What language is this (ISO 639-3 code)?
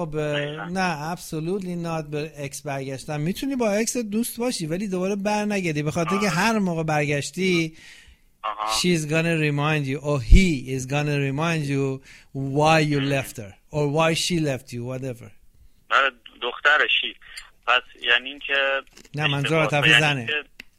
fas